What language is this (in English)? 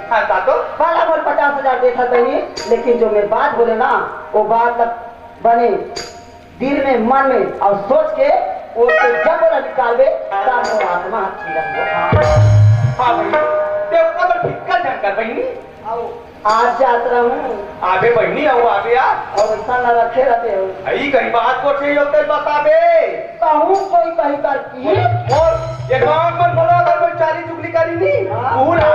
Chhattisgarhi